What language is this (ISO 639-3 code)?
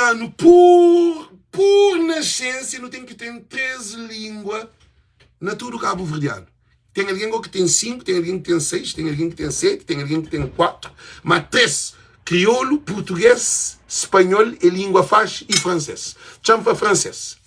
kea